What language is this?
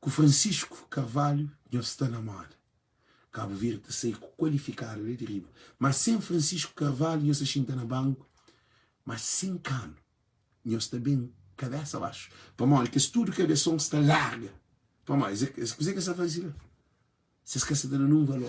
Kabuverdianu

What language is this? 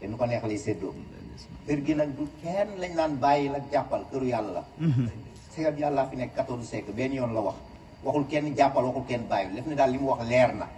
Wolof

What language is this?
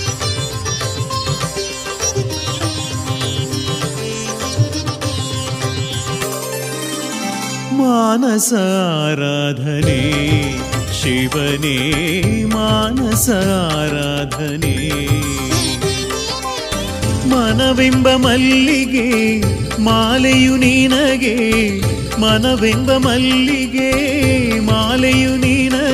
Kannada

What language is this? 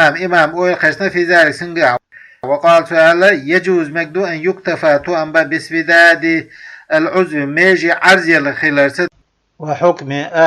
Chechen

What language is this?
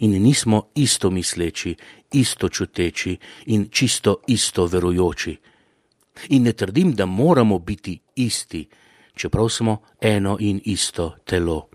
Slovenian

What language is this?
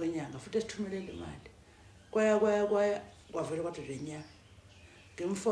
Zulu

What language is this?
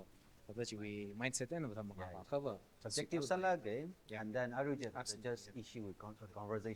Tangkhul Naga (India)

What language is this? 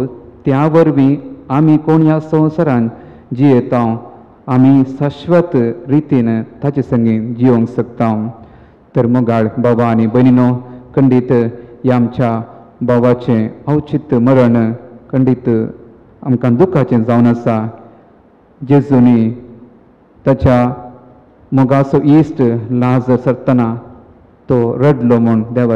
Konkani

